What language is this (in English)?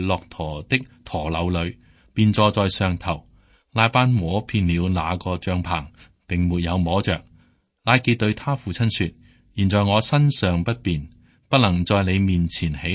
Cantonese